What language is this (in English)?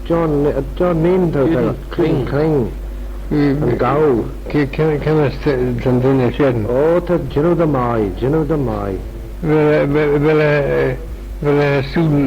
Manx